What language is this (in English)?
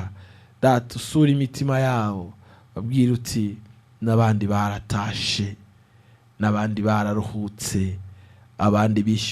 Kinyarwanda